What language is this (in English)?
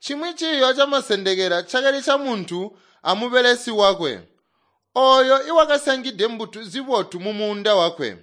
Tonga (Zambia)